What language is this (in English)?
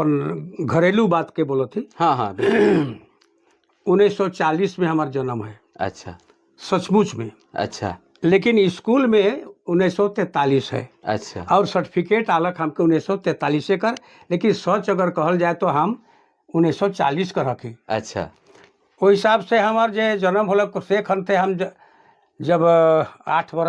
Sadri